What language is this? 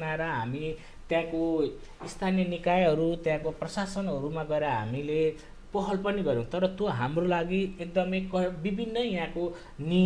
Nepali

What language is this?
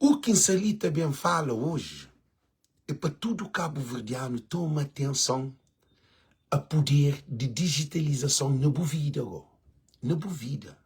Kabuverdianu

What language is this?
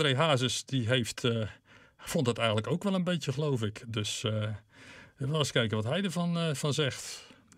Dutch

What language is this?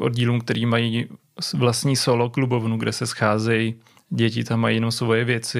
Czech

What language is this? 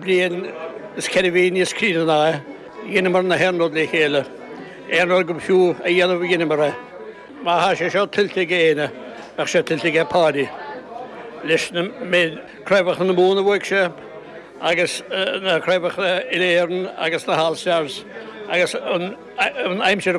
Irish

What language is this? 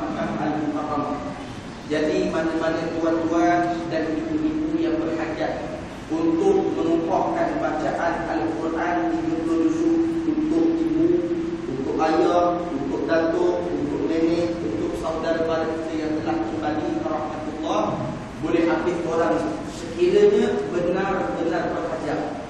Malay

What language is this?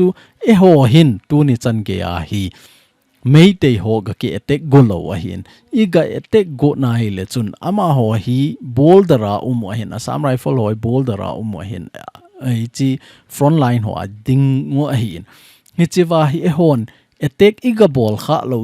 Thado Chin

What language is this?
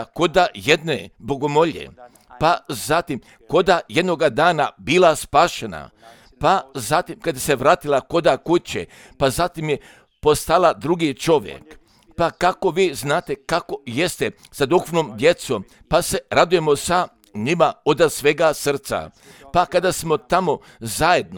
Croatian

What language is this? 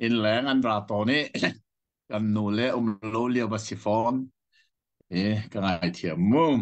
Hakha Chin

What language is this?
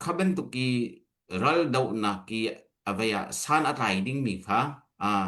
Hakha Chin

